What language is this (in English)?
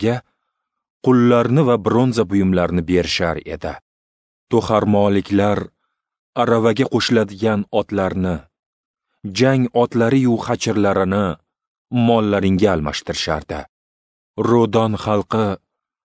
Uzbek